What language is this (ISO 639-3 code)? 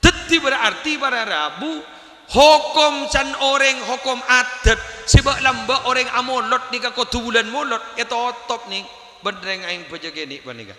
mad